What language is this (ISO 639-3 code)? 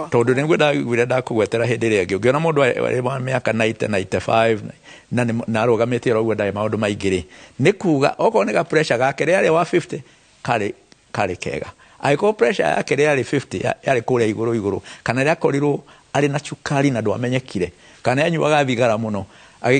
kik